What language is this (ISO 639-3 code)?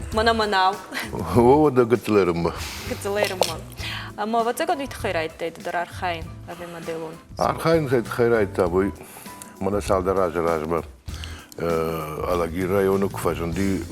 oss